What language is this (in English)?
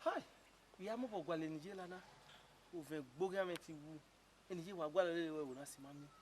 Bini